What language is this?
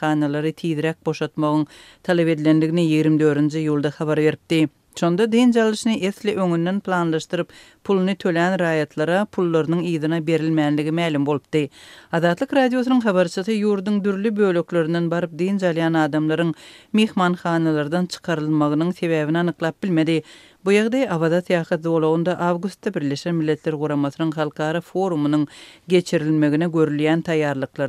Turkmen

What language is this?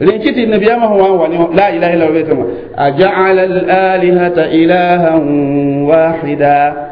Mossi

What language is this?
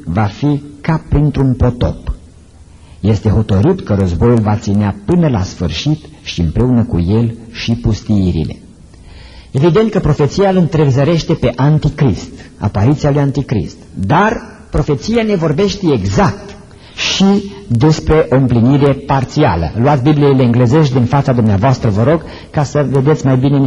Romanian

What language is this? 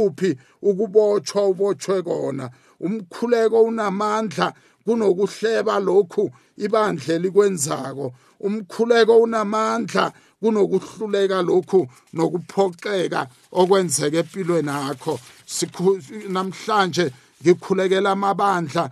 South Ndebele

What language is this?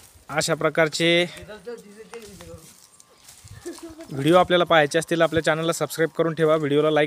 Marathi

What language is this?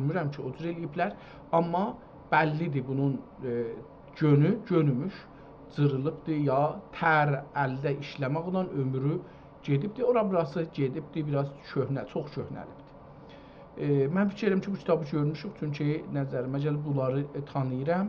South Azerbaijani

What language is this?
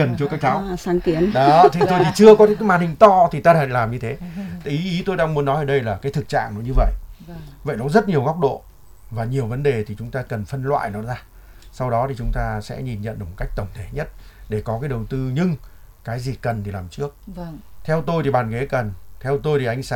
Vietnamese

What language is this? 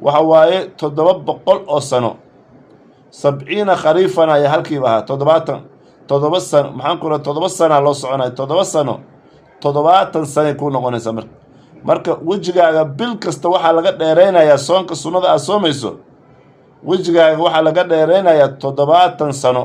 Somali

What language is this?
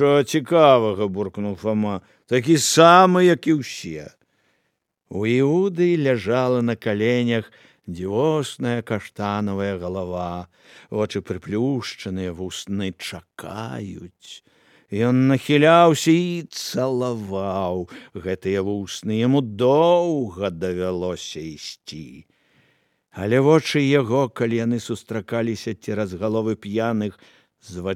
Belarusian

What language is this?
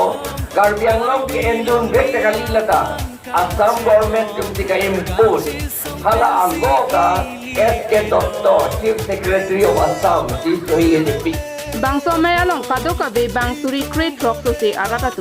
Karbi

